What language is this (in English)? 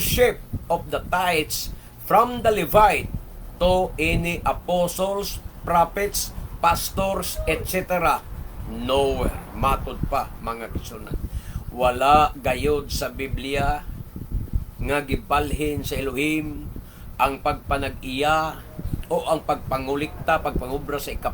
Cebuano